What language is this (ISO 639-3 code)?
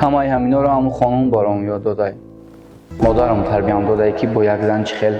tgk